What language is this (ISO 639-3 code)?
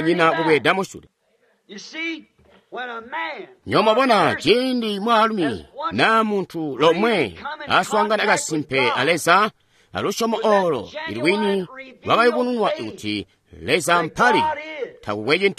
toi